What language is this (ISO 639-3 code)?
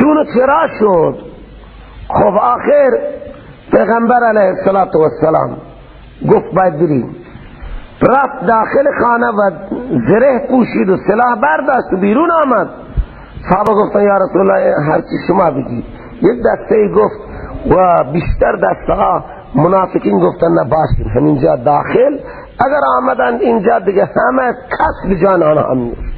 fas